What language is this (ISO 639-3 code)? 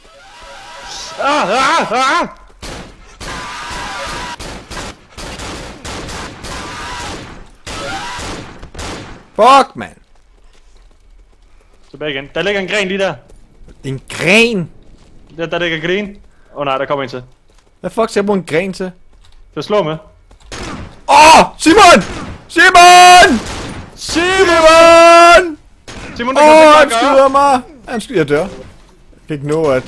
dan